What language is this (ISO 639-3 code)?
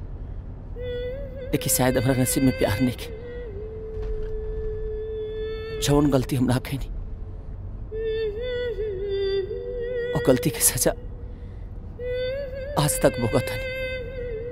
bho